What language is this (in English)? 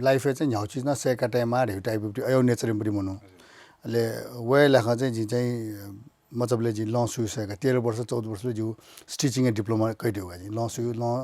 Newari